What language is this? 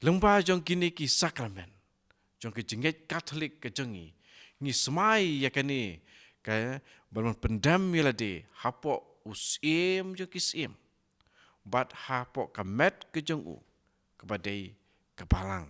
Khasi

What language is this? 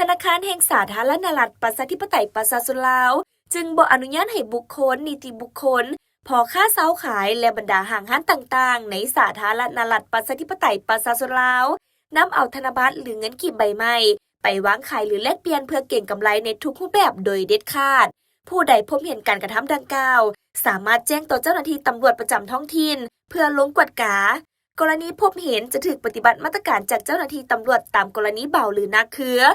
Lao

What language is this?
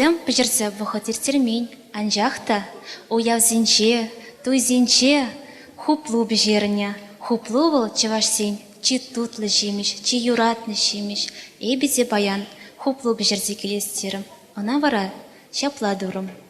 Chuvash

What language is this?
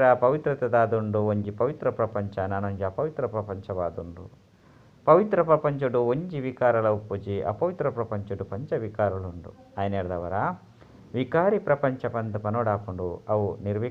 Tulu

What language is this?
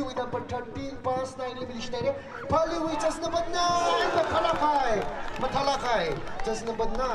Tangkhul Naga (India)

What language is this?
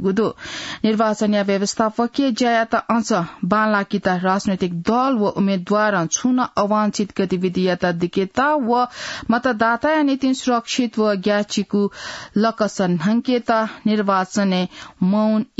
Newari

